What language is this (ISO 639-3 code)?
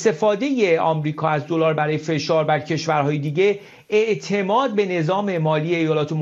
fas